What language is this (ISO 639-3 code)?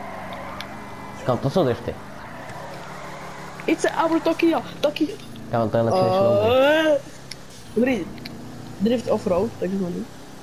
ces